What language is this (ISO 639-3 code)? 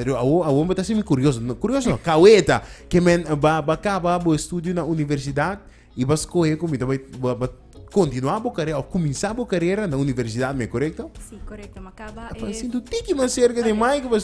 pap